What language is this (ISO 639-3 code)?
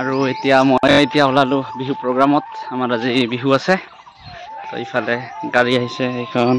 asm